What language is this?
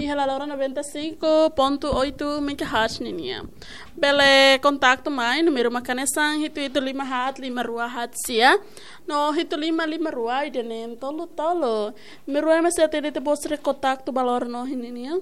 Tetum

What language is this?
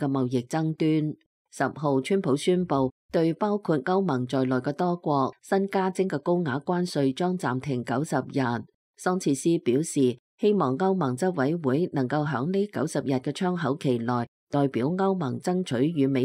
Cantonese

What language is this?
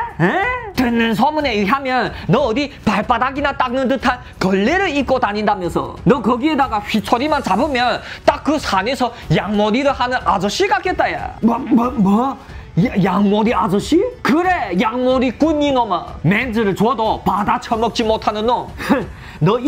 Korean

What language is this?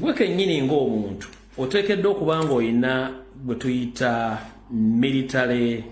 Ganda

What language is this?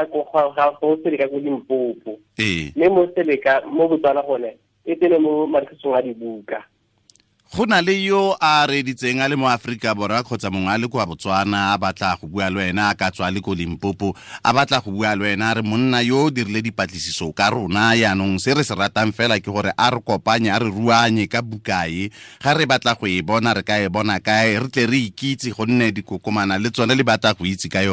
Tswana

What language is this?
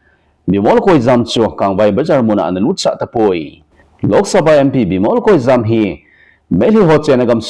Thado Chin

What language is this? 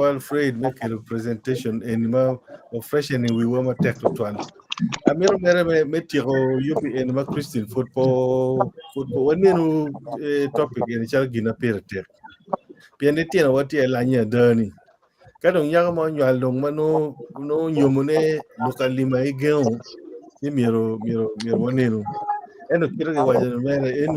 Acoli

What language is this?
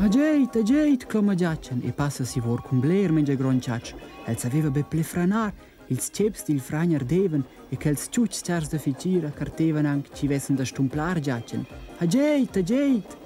Romansh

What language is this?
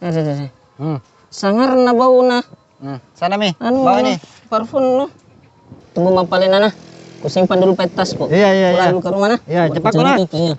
Makassar Malay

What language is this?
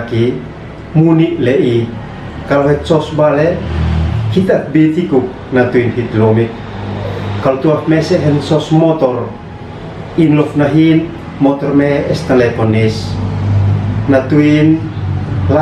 Uab Meto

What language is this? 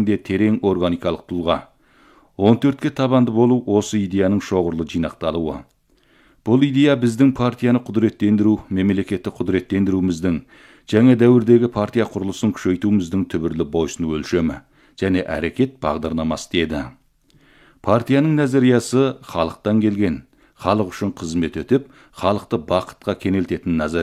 Kazakh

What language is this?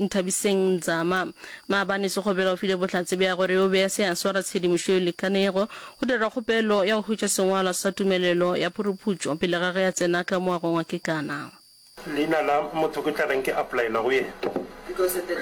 Northern Sotho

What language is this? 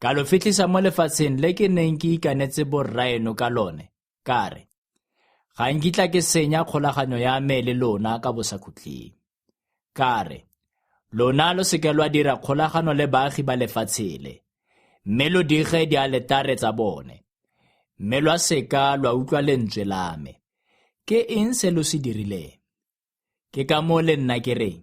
Tswana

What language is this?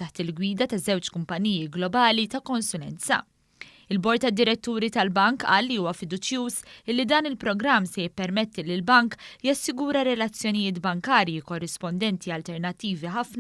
Maltese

